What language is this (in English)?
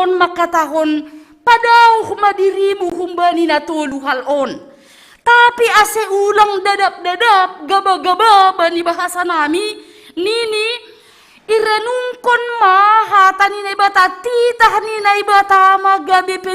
Batak Simalungun